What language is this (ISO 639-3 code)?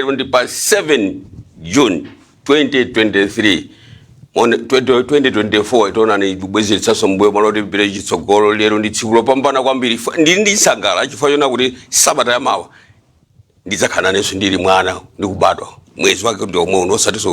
nya